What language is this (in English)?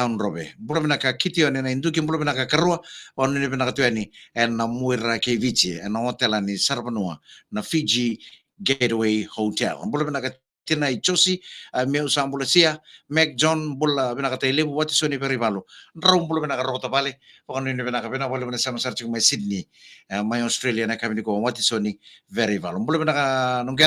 Fijian